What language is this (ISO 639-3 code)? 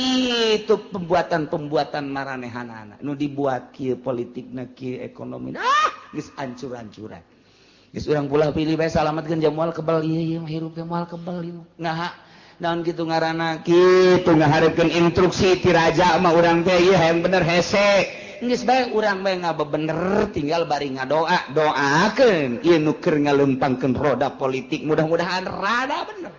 sun